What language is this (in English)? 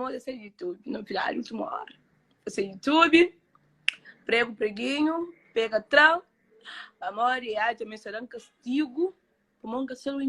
Kabuverdianu